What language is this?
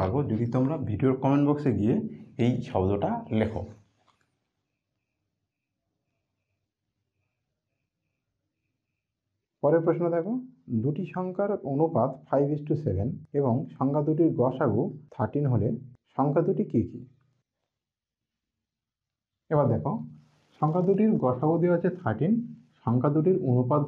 Bangla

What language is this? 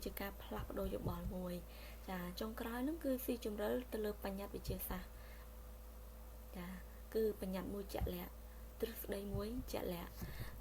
Khmer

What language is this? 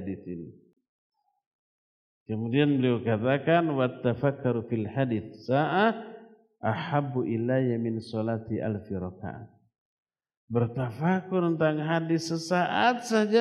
Indonesian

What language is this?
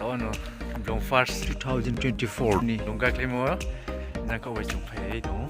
Riang (India)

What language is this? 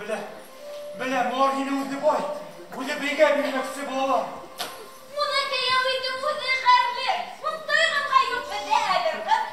Bashkir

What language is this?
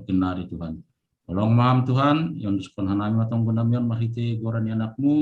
Batak Simalungun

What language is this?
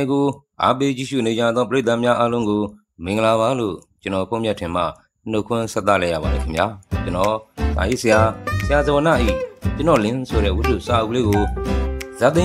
Burmese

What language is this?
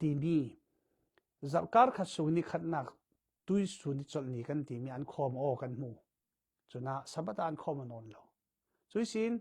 Falam Chin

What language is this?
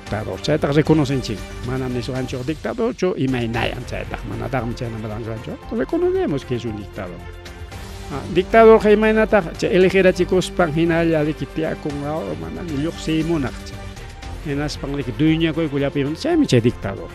Ayacucho Quechua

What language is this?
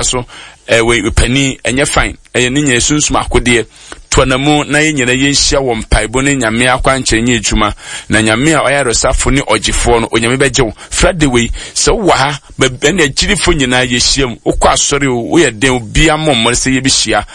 Akan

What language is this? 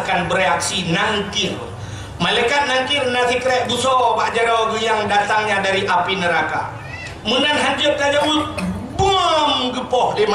Achinese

